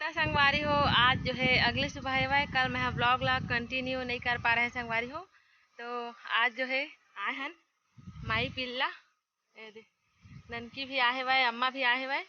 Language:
Chhattisgarhi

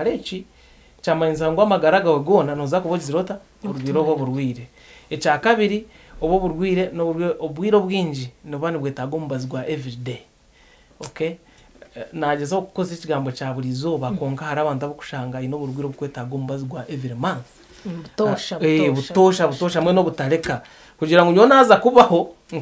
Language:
Nyankole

